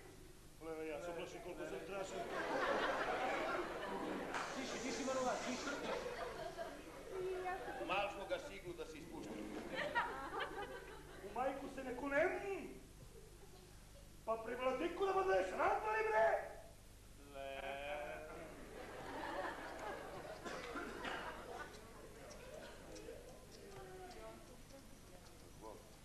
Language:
Serbian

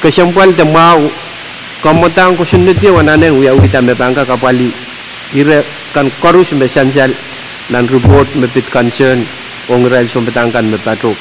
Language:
Pohnpeian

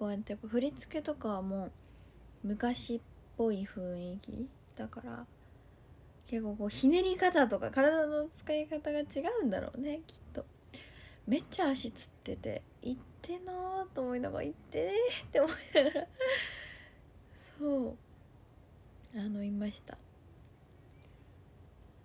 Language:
Japanese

